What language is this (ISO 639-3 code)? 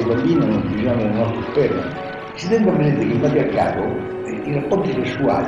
ita